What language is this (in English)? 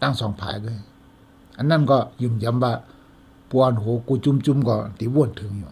Shan